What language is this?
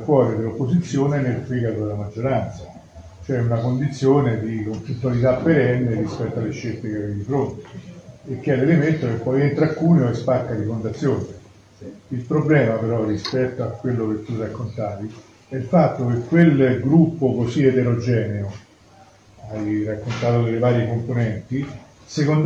Italian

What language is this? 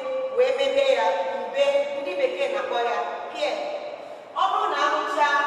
Igbo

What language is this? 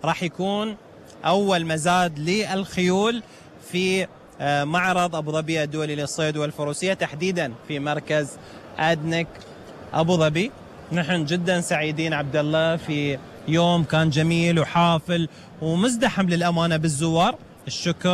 Gulf Arabic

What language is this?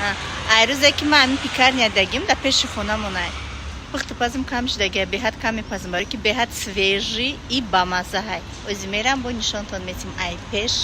Tajik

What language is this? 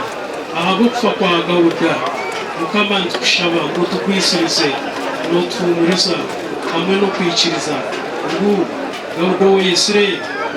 Nyankole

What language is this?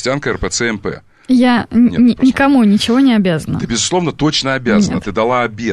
Russian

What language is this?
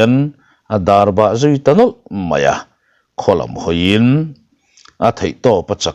Mizo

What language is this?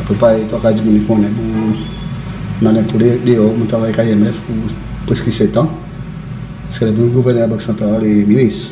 Seselwa Creole French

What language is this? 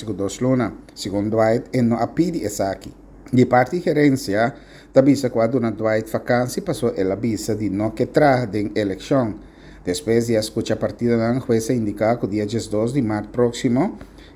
Papiamento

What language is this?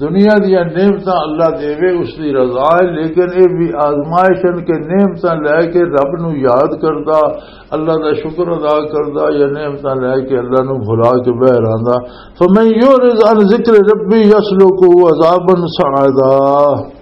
Western Panjabi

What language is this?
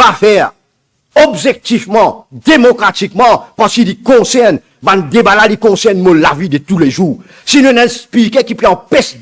Morisyen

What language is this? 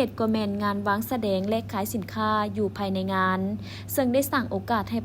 Lao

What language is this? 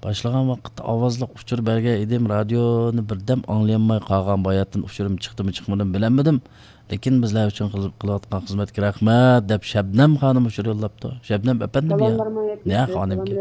Uyghur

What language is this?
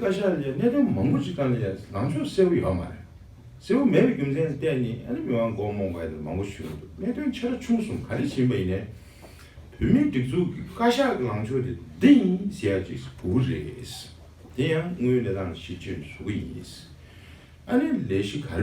Tibetan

